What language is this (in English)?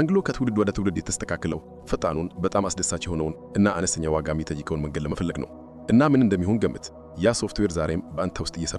Amharic